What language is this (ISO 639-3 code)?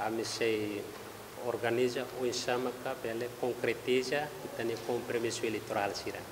tet